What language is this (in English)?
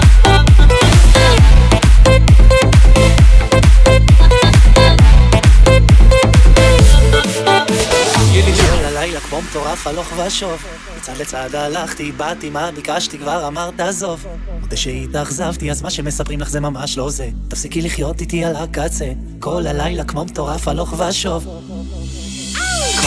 Hebrew